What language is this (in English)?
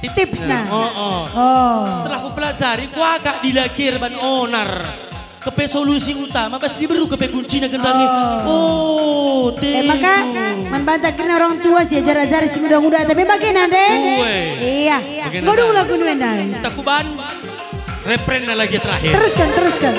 Batak Karo